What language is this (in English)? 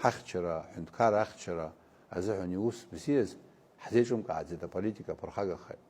Abkhazian